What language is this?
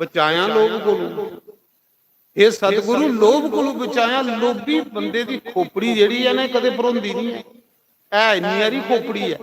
Dogri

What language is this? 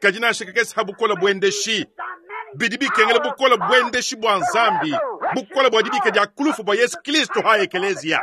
Luba-Lulua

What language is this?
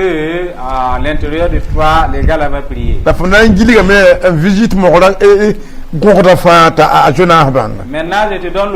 Mossi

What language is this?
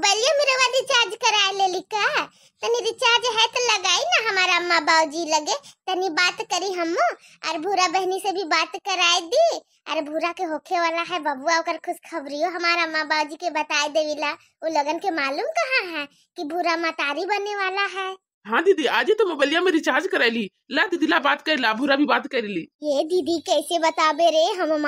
Bhojpuri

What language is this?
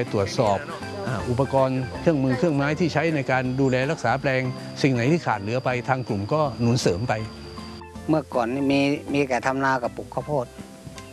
Thai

